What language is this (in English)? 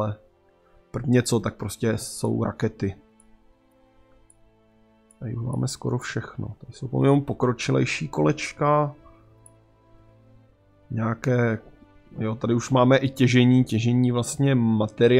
Czech